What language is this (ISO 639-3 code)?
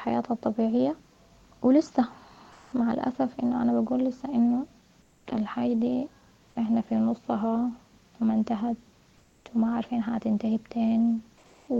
apd